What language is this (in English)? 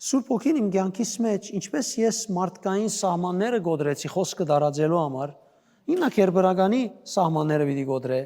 Western Armenian